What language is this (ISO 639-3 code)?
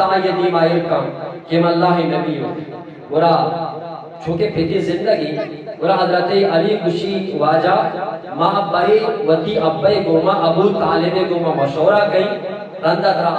bgp